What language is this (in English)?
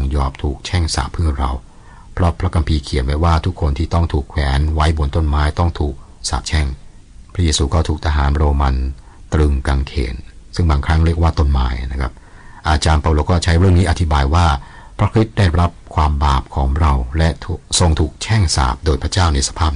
Thai